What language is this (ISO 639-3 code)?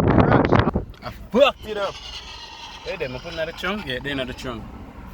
jam